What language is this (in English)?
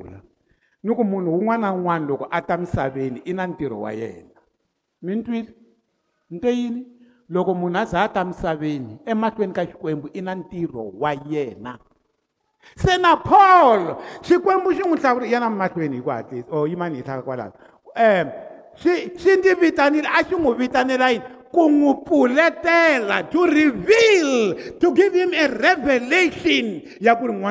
Tsonga